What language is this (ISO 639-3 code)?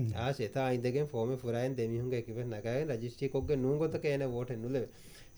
div